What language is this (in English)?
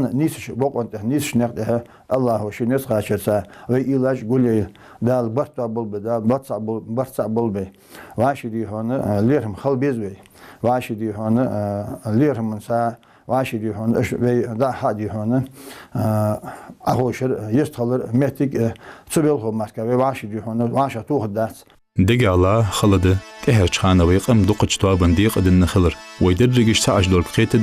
Ingush